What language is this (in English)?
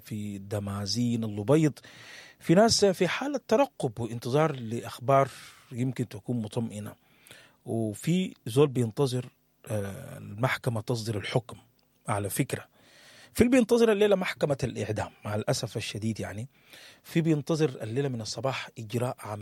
Sudanese Arabic